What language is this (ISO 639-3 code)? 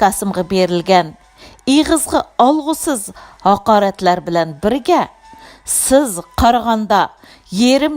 uig